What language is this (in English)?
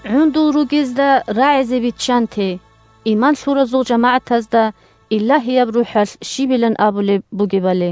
Avaric